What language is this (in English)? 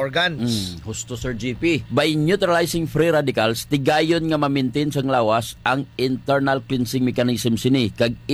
Hiligaynon